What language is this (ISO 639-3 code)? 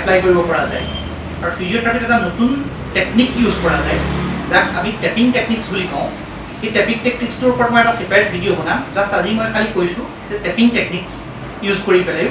asm